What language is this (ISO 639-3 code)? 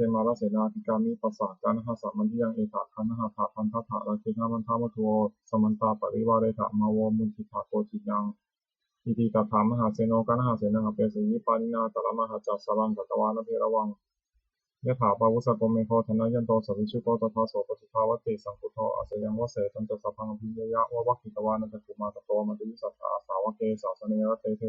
pli